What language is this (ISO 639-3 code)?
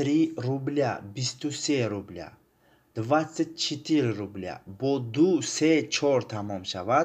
tgk